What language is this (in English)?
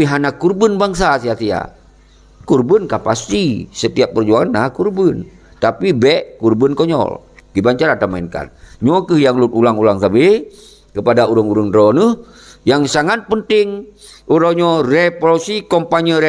Achinese